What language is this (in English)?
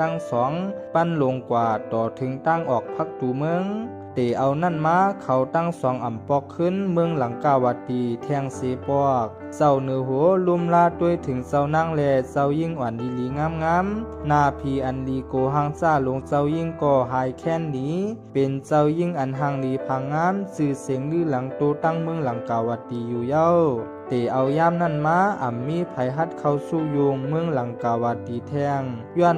Shan